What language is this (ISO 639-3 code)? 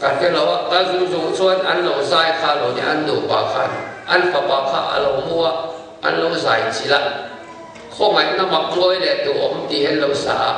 lus